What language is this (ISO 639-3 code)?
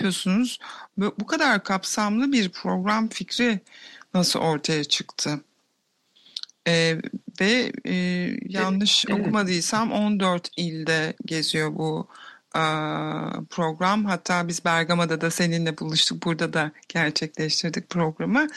tur